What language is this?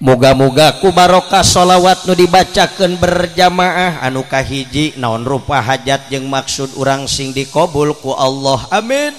Sundanese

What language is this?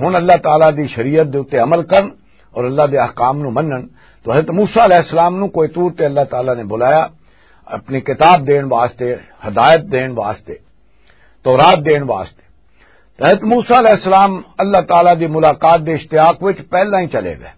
Western Panjabi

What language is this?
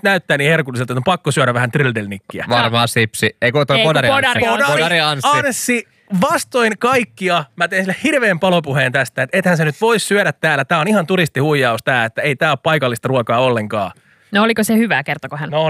Finnish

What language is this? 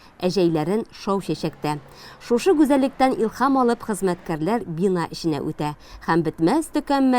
Tatar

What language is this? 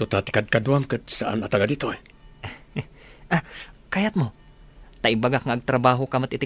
Iloko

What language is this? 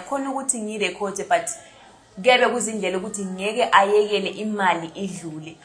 Zulu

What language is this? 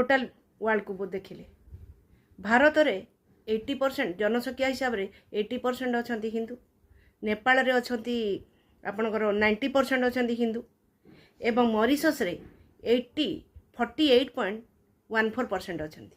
Odia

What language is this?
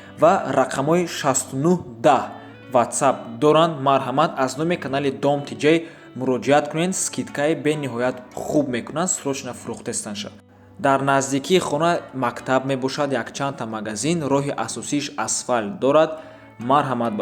Tajik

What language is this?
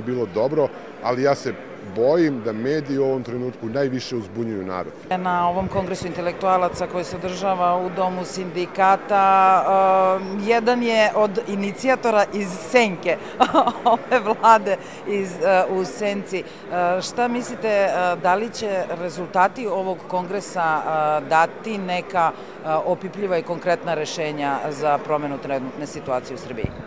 Serbian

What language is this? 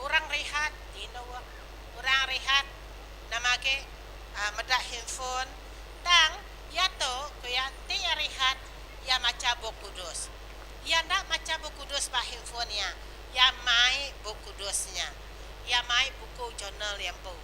Iban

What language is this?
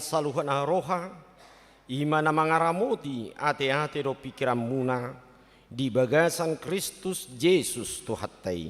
Batak Toba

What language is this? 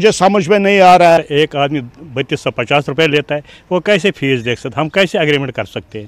Hindi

